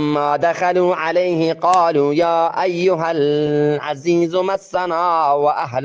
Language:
Eastern Balochi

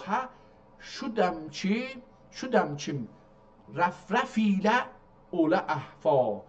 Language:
South Azerbaijani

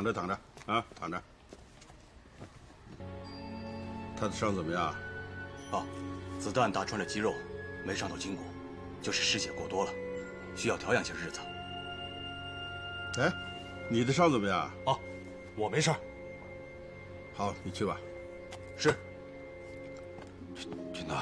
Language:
Chinese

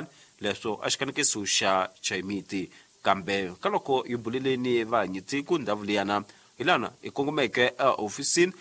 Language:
Tsonga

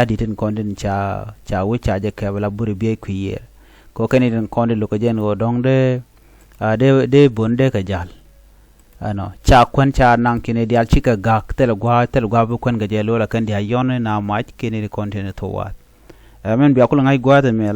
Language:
Nuer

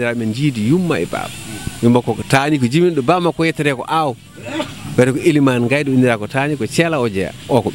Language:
Fula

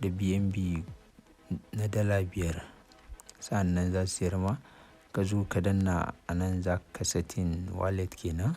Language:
Hausa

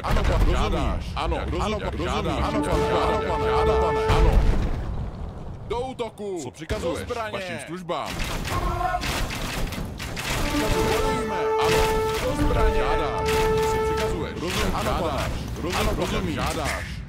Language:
Czech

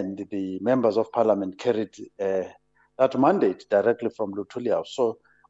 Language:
English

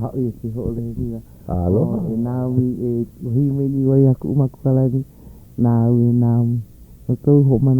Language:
Hawaiian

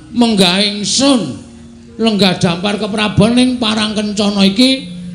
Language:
Javanese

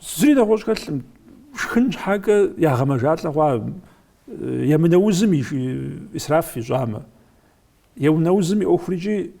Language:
Kabardian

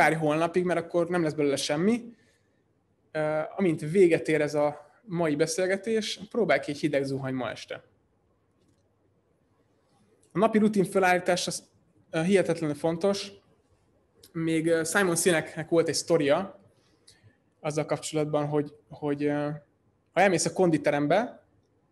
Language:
Hungarian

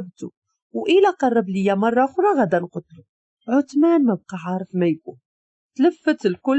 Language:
Moroccan Arabic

